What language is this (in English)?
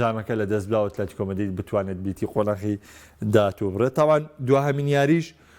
Central Kurdish